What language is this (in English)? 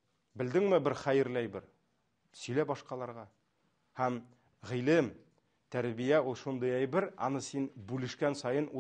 Tatar